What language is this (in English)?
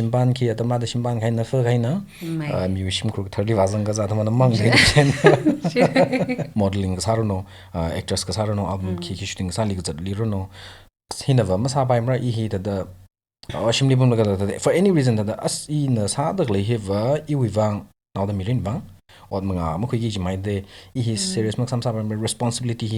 Tangkhul Naga (India)